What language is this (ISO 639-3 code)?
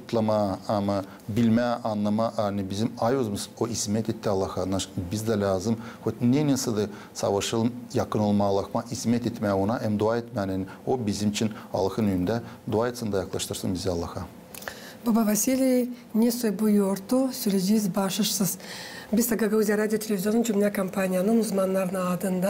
gag